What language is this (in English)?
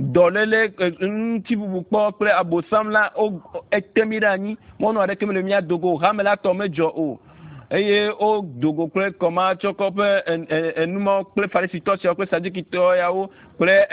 Ewe